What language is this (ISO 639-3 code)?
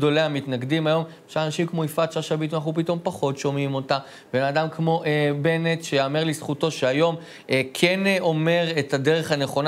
heb